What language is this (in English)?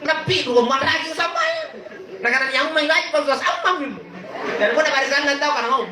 Makasar